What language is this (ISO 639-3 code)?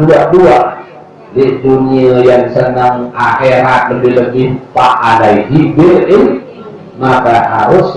sas